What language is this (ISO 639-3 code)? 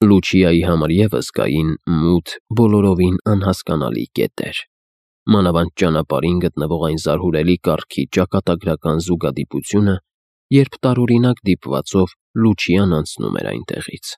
hye